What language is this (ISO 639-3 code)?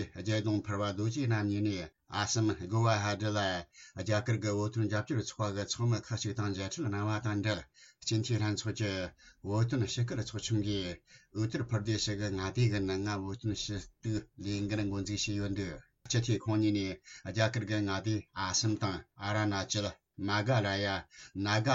bod